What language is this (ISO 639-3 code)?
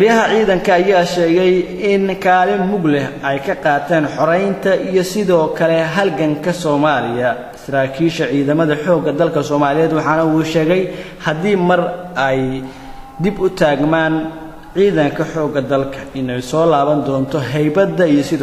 som